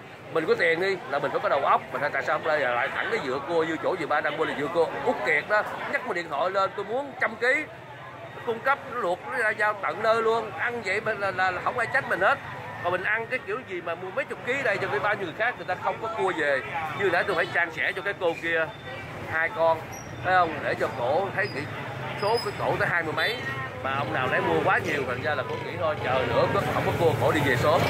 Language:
Vietnamese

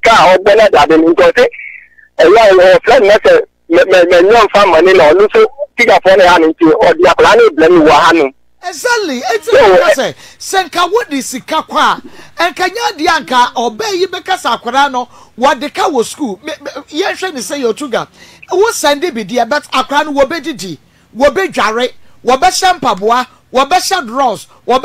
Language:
Akan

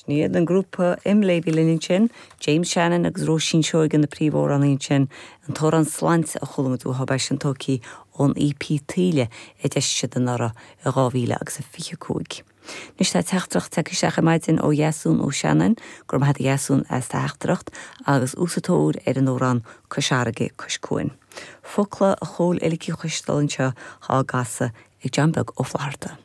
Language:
Irish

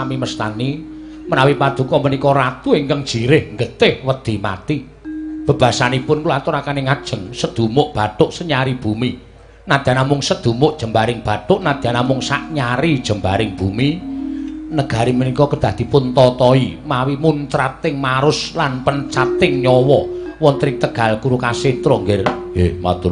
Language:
Javanese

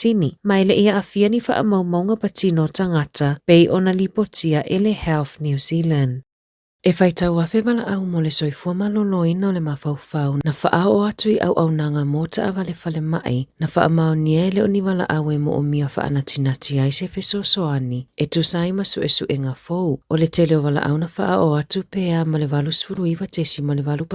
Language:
Samoan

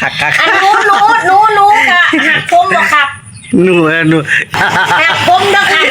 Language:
Northeastern Thai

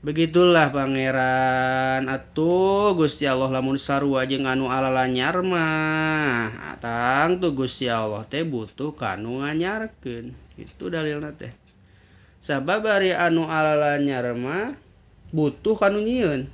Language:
Sundanese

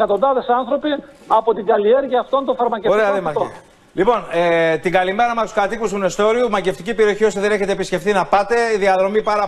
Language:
Greek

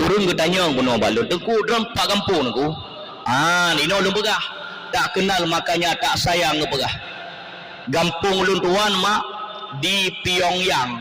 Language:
Achinese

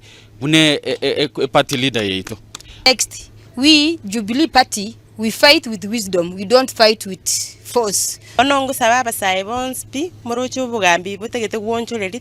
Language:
Gusii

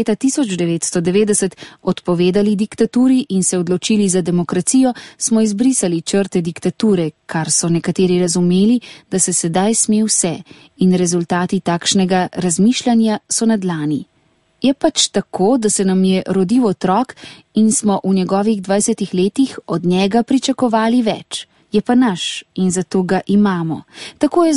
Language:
Slovenian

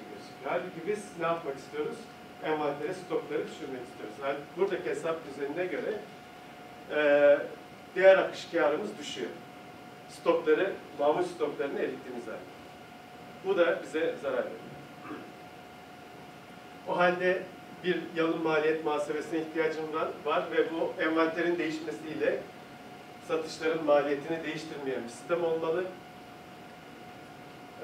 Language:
Turkish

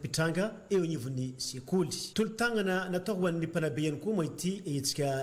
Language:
Malagasy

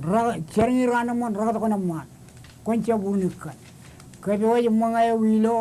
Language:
Marshallese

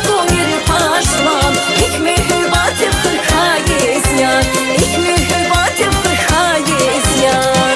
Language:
Tabassaran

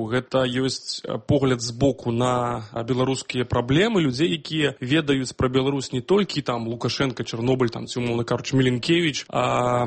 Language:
Belarusian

